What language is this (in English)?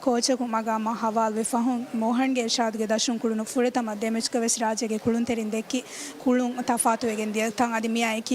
Divehi